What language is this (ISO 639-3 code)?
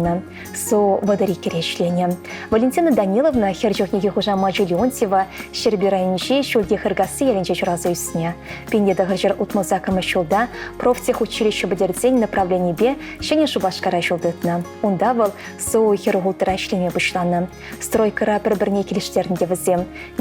chv